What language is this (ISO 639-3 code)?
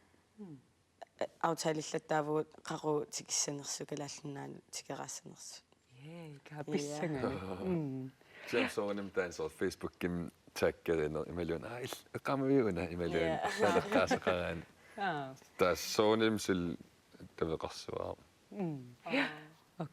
kal